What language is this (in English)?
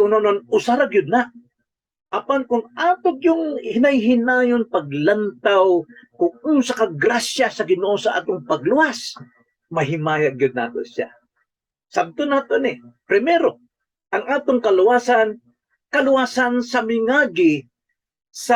Cebuano